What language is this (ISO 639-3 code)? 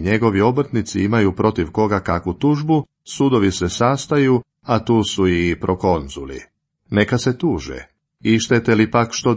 hrv